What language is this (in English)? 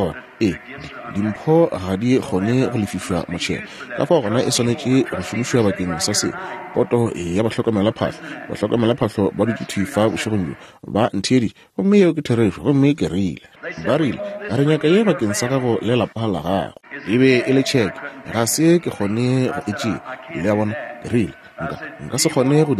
Northern Sotho